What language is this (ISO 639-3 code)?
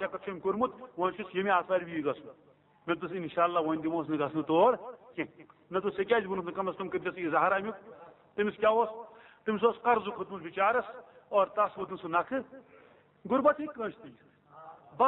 kas